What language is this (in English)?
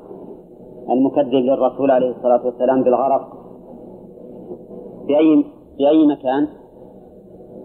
Arabic